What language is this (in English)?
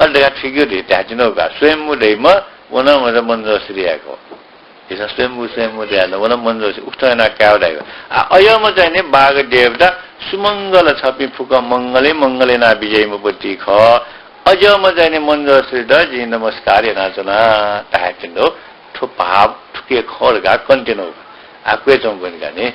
Newari